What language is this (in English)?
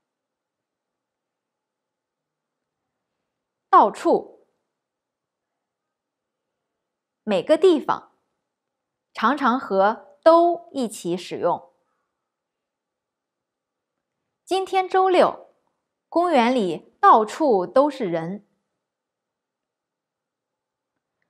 Chinese